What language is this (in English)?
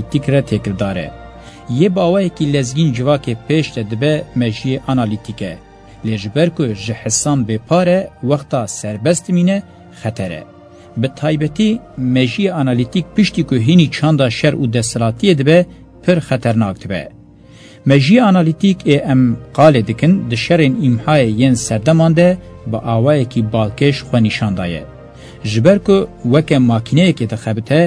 Kurdish